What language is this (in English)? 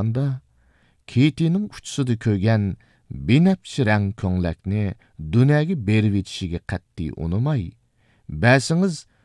Uyghur